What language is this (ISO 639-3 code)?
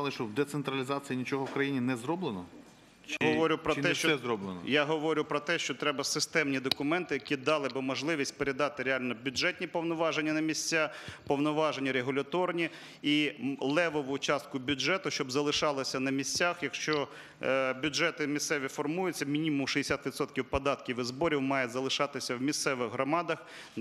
ukr